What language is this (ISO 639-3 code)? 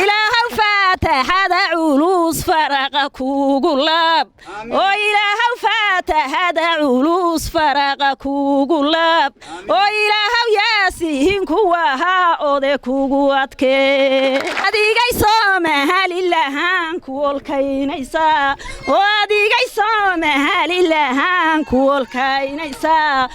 som